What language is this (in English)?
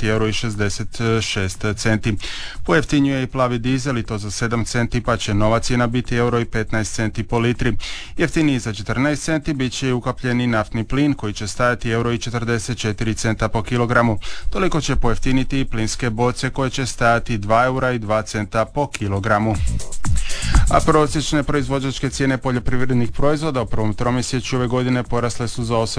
Croatian